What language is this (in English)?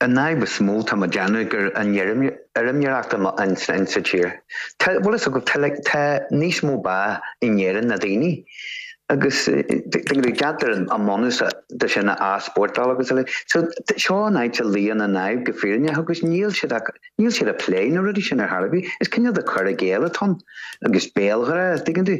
Irish